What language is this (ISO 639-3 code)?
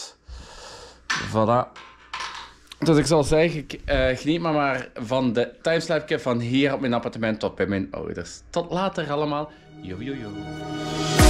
nld